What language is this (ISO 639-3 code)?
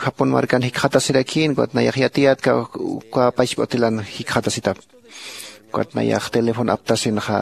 aym